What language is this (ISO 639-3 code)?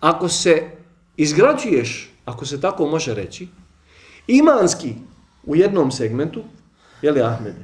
bos